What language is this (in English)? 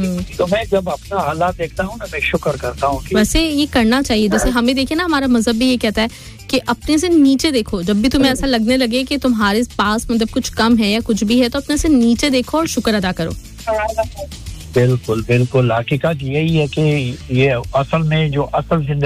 Urdu